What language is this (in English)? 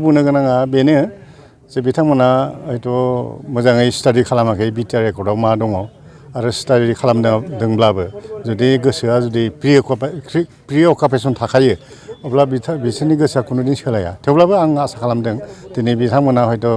Bodo